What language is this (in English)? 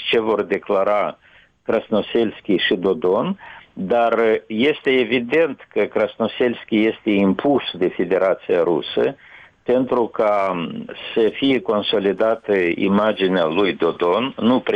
Romanian